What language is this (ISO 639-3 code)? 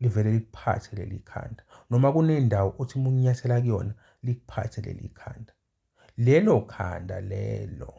zul